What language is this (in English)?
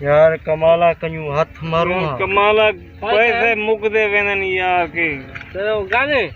Saraiki